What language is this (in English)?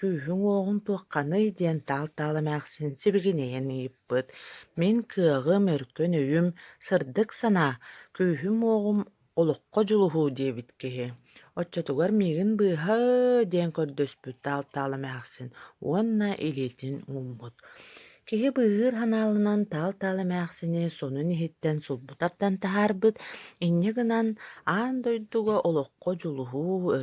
Yakut